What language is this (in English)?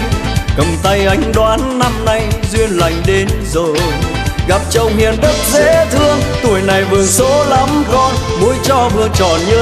Vietnamese